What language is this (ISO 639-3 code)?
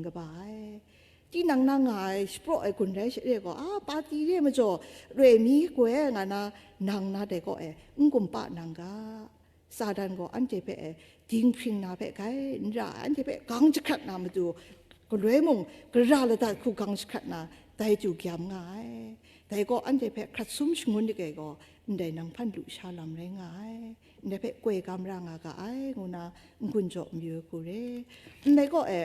kac